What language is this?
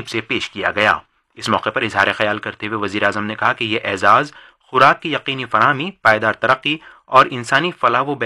Urdu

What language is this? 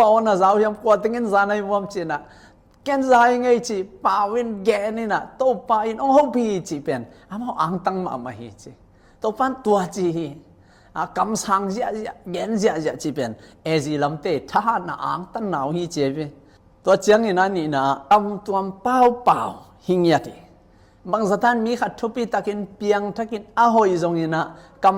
Tedim Chin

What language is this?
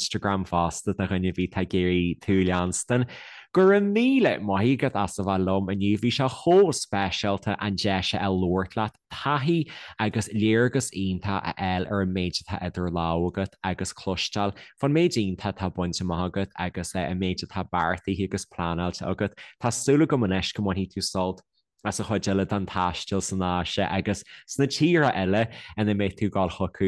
Irish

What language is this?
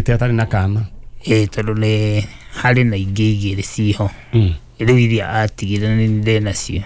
Kikuyu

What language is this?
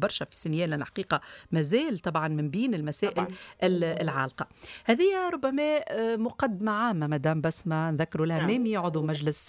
Tunisian Arabic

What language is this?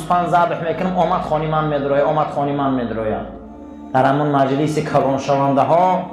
Tajik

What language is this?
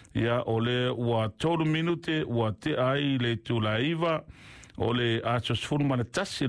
Samoan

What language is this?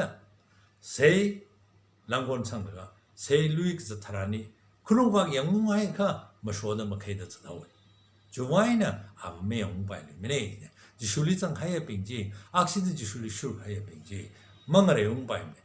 Tangkhul Naga (India)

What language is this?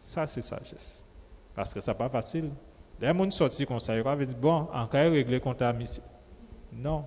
Guadeloupean Creole French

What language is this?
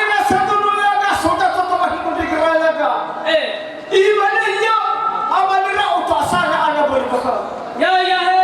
Nias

